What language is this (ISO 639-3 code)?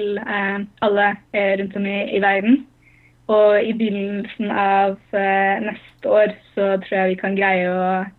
nor